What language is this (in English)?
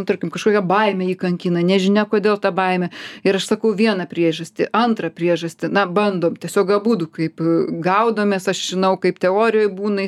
Lithuanian